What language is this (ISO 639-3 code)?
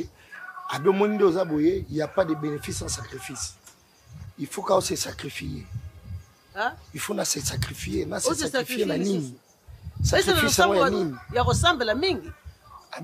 lin